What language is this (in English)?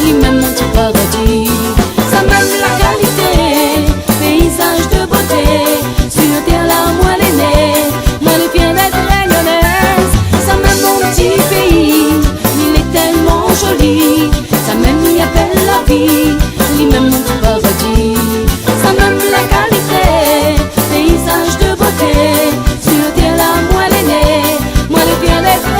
Réunion Creole French